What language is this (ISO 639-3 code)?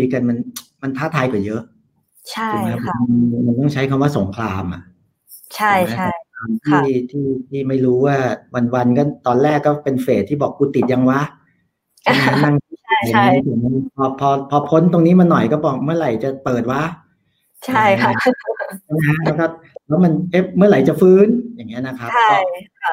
tha